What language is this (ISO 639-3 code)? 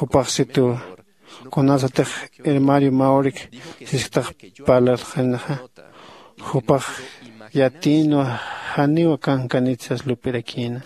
aym